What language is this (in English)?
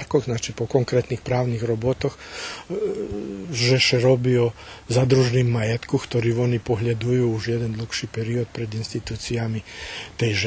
Rusyn